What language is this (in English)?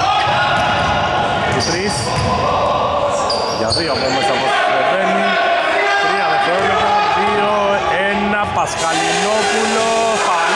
Greek